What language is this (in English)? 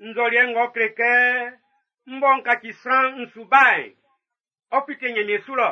Baoulé